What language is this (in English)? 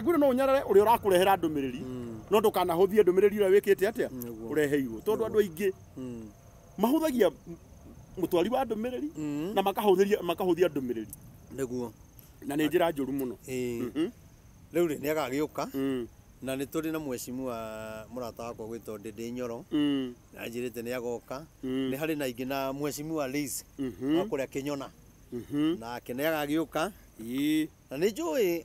Kikuyu